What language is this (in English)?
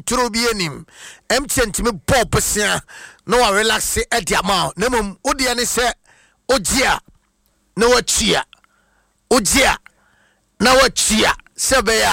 Akan